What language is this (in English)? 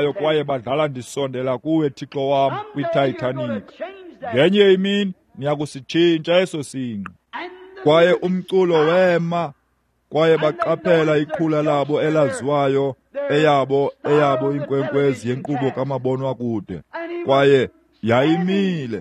Xhosa